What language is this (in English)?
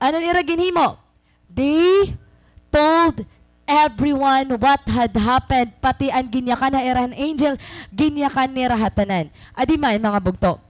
Waray